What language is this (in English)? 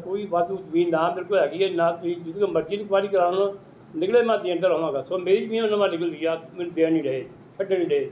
Punjabi